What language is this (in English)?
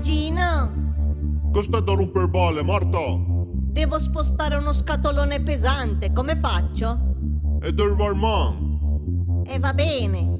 Piedmontese